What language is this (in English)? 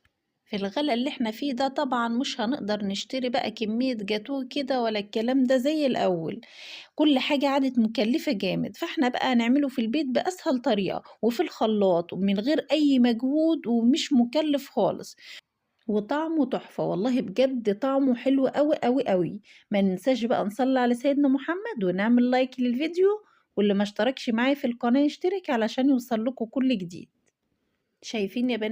Egyptian Arabic